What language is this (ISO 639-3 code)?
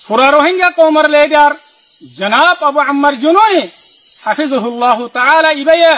rhg